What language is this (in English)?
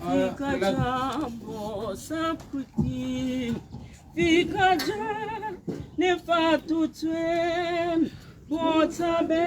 Tswana